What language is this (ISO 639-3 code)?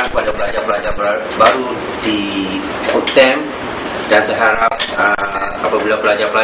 msa